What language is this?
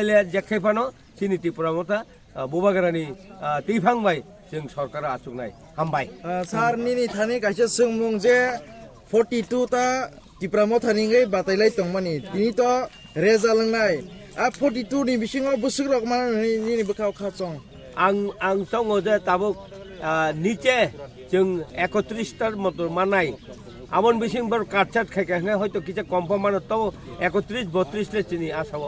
Kok Borok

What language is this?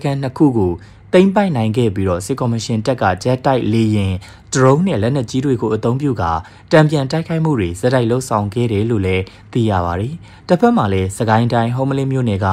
Burmese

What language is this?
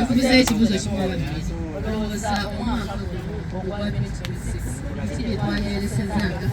Soga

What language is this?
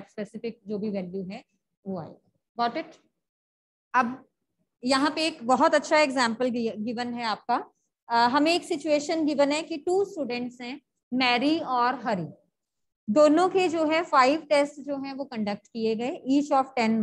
Hindi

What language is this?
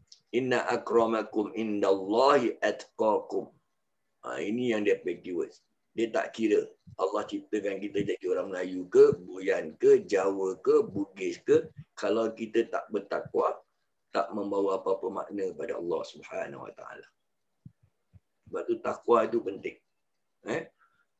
Malay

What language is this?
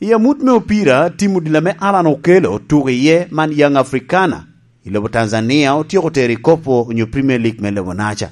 Lango (Uganda)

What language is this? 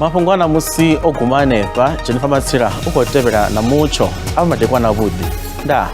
Venda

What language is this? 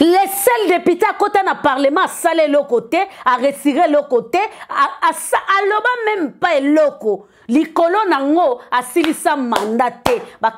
Lingala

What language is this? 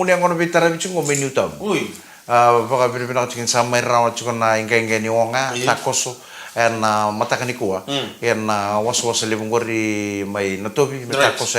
Fijian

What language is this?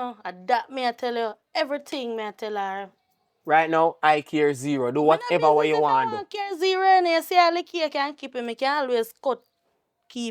Jamaican Creole English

